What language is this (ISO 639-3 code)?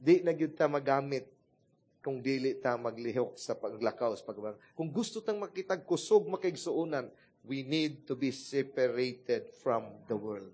ceb